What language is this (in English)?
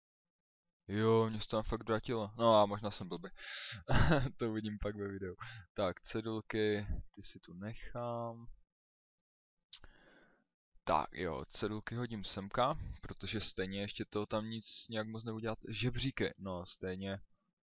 Czech